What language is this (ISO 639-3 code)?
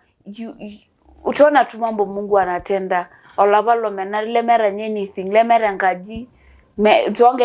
mas